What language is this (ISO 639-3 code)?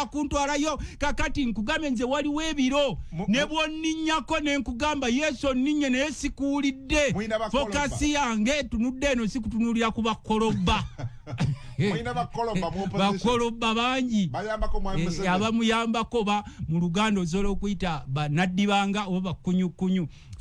lug